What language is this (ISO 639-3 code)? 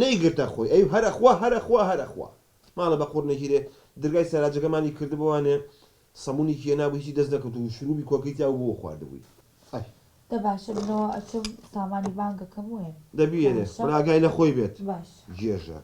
ckb